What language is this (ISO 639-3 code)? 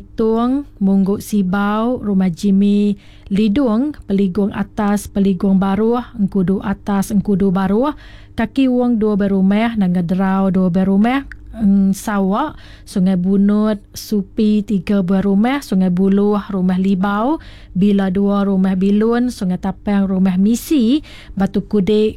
iba